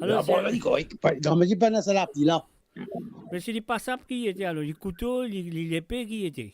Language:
Morisyen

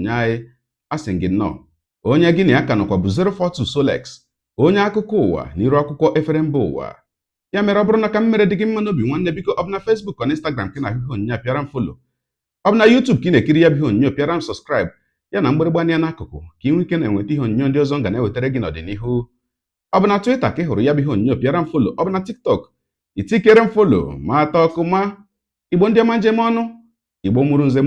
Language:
Igbo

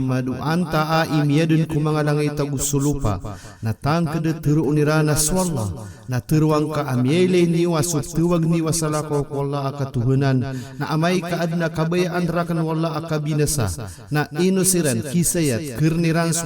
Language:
Maranao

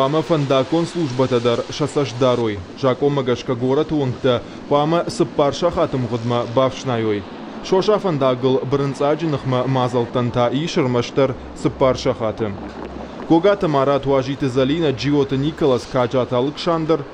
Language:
Ossetic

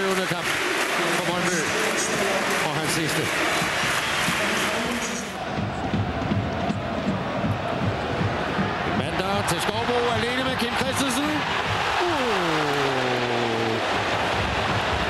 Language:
Danish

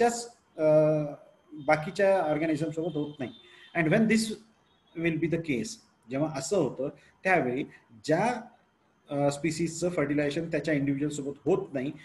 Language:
Marathi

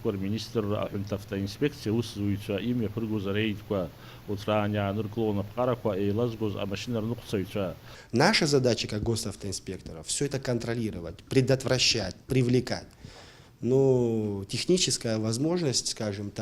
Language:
Abkhazian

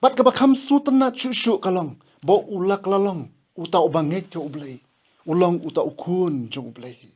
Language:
Khasi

